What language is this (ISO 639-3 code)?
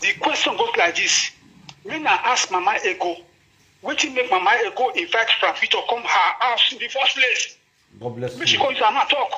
pcm